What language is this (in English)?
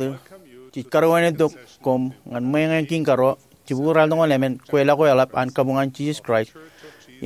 Marshallese